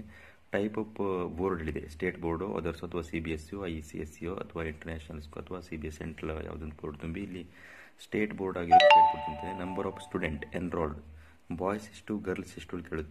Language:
Kannada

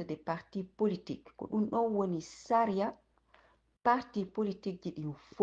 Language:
Fula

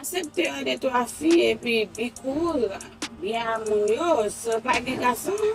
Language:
Haitian Creole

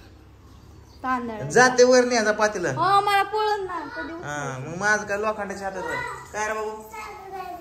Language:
Marathi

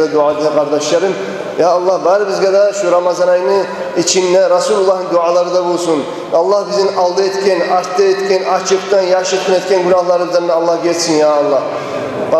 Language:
Kumyk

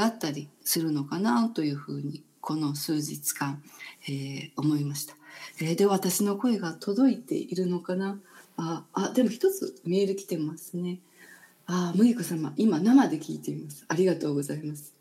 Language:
Japanese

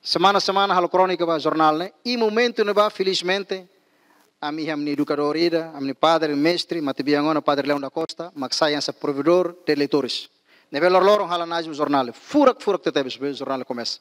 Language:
Tetum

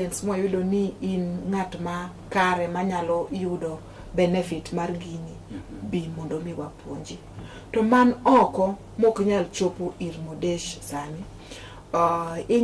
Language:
Luo (Kenya and Tanzania)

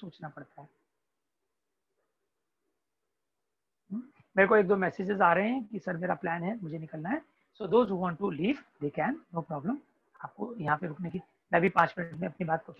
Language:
Hindi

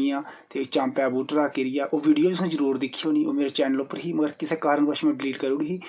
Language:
Dogri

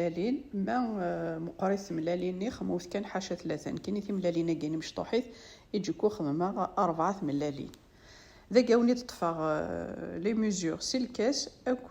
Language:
Kabyle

